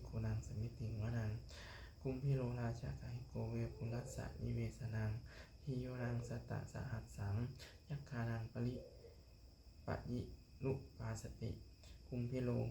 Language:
Pali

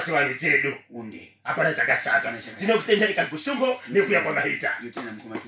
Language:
Shona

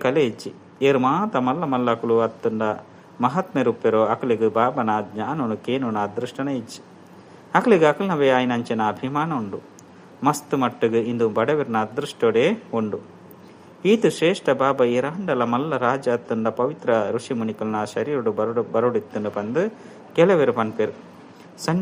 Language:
Tulu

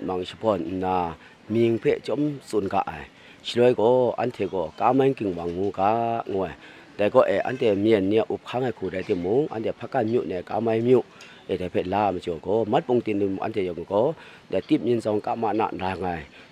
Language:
Kachin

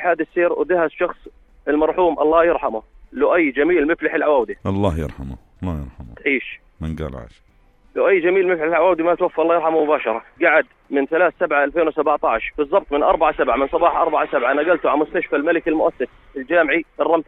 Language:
North Levantine Arabic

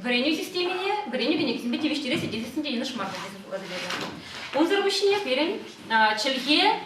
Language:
Chuvash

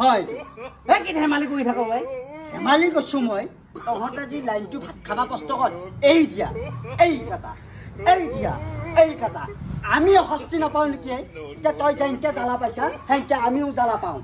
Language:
Assamese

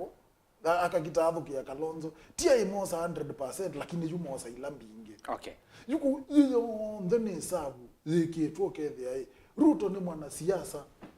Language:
Kamba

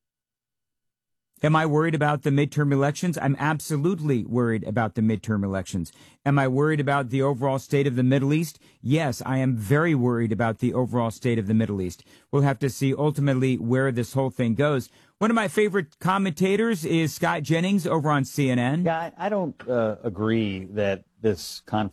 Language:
English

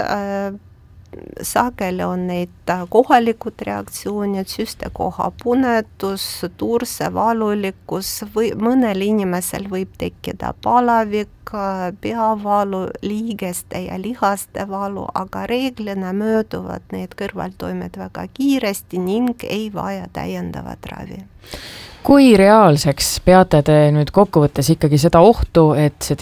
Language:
Estonian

